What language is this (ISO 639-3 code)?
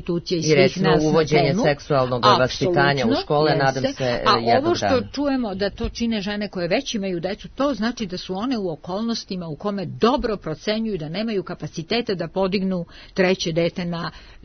srp